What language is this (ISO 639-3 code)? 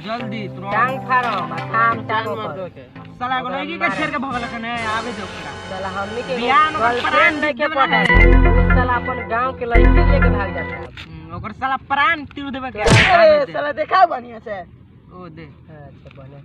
mag